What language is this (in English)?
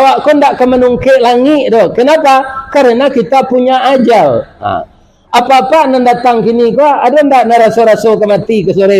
Minangkabau